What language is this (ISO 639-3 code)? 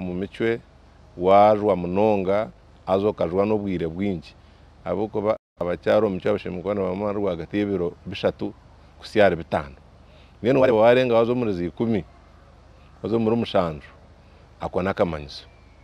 nyn